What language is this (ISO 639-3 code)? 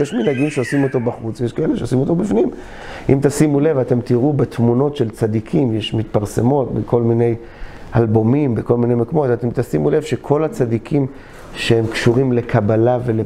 heb